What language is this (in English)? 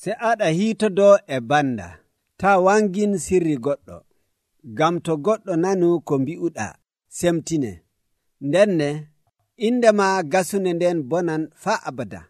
Nigerian Fulfulde